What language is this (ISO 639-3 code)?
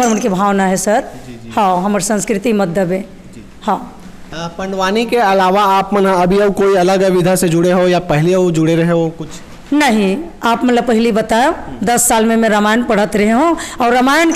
hne